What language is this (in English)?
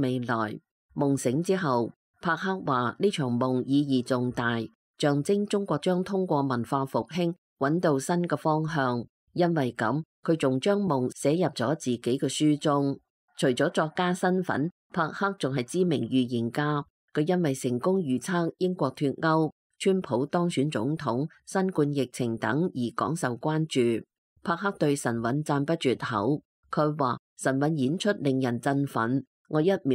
Cantonese